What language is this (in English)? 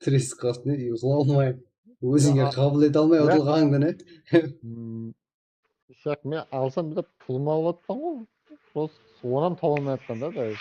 Kara-Kalpak